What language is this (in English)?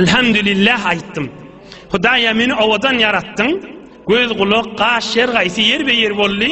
Turkmen